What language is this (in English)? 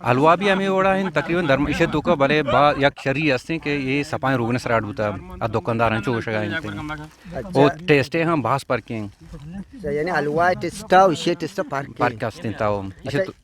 Eastern Balochi